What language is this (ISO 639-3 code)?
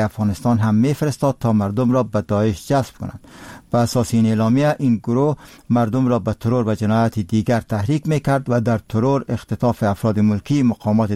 fas